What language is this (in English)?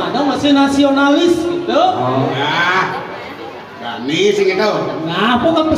Balinese